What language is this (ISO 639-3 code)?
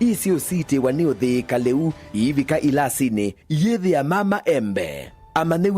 kam